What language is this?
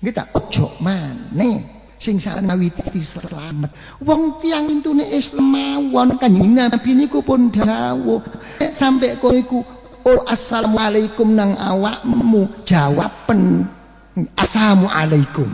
Javanese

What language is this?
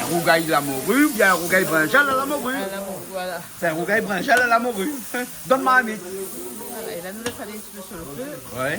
Réunion Creole French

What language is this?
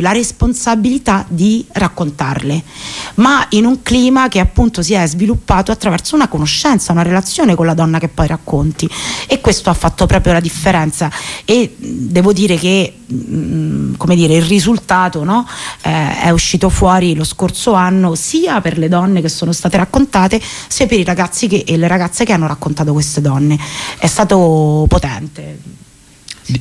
Italian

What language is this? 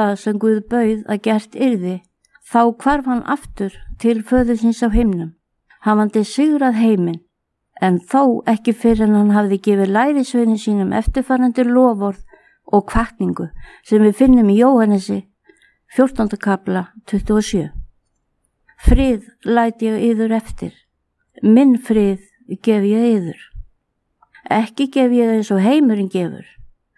Icelandic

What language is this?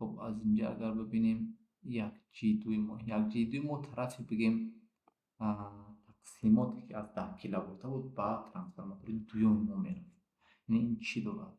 Tajik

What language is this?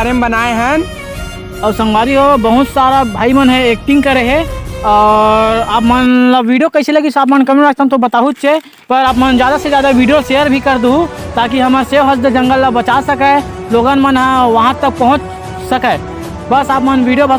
Chhattisgarhi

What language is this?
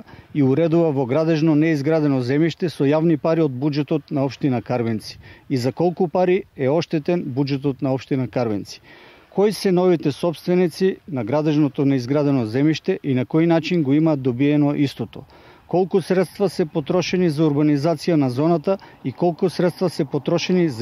Macedonian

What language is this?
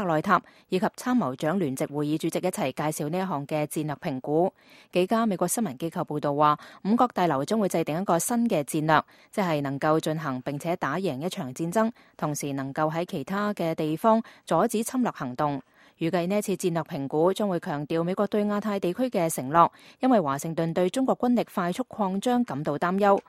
Cantonese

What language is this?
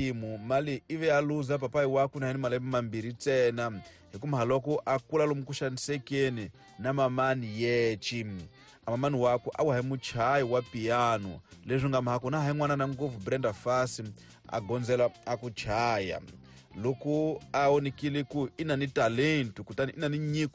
Tsonga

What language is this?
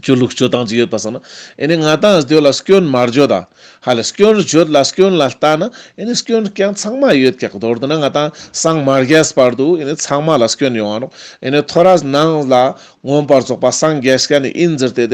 Ladakhi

